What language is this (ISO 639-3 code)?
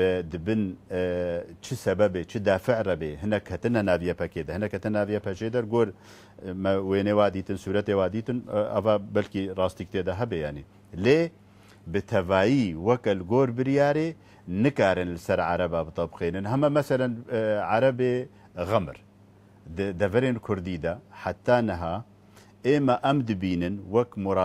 kur